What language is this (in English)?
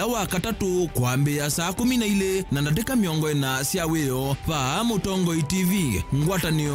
Kamba